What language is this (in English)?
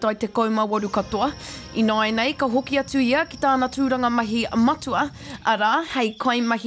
Māori